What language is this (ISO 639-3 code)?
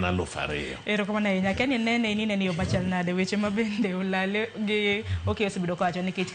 luo